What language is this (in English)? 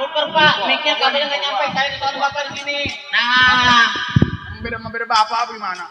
Betawi